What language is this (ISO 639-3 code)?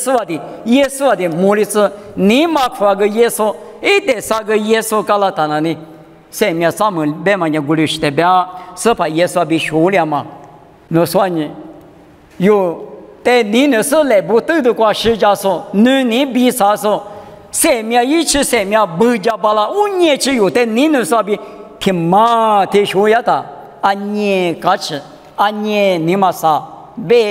lis